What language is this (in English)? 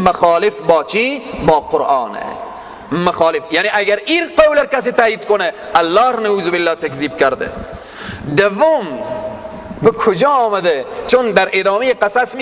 Persian